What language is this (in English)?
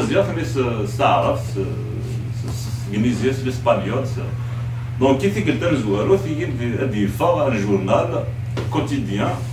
Kabyle